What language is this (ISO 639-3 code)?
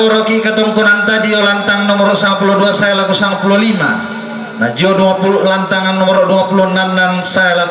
sda